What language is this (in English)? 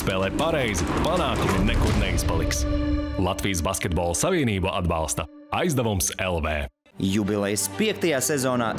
Latvian